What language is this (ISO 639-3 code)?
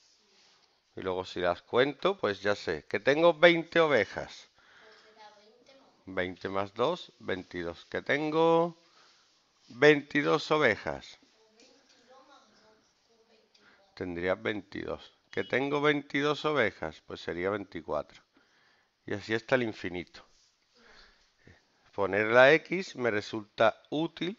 spa